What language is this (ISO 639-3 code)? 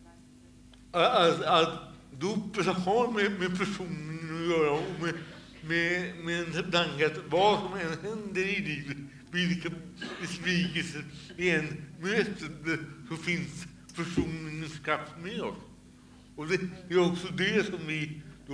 swe